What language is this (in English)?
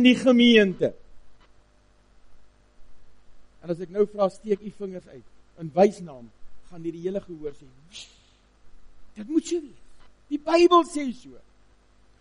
Afrikaans